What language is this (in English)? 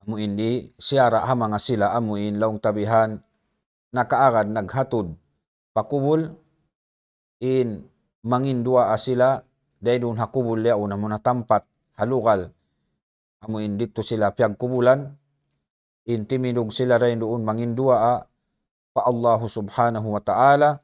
Tausug